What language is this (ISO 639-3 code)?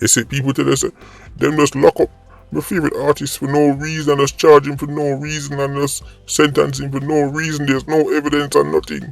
jam